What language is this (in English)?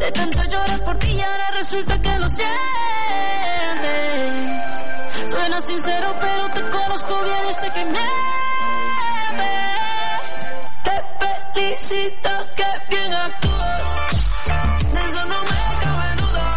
Spanish